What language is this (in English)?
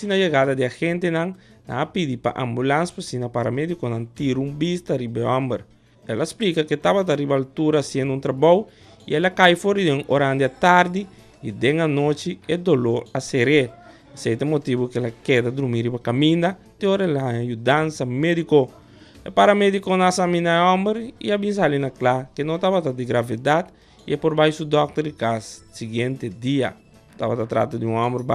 Papiamento